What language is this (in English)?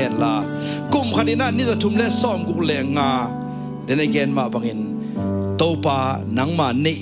Tedim Chin